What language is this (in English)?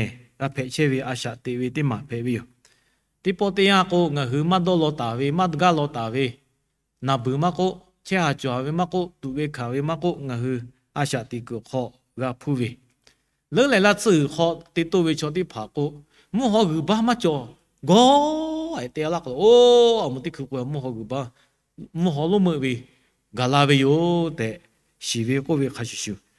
Lahu